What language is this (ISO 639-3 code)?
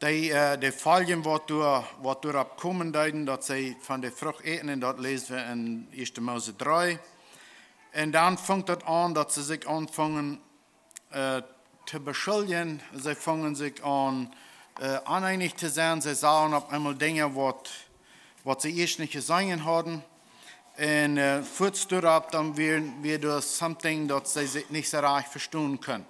pdt